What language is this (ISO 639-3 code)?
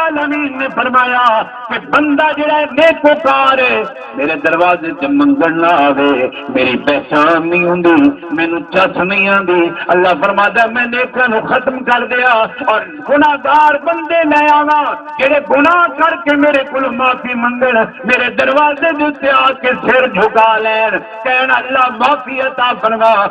skr